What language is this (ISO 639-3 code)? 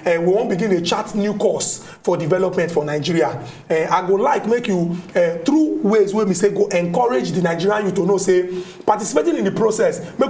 pcm